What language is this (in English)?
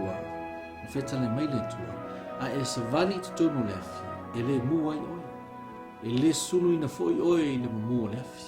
Samoan